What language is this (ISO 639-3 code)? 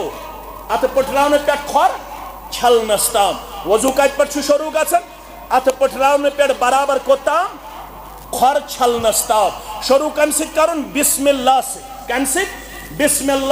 kas